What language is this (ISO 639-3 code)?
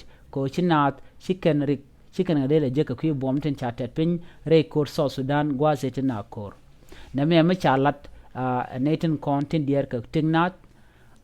nus